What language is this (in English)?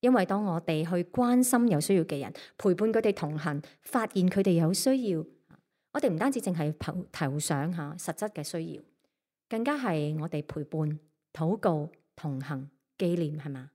Cantonese